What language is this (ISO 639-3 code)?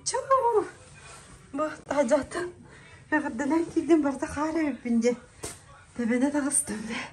sah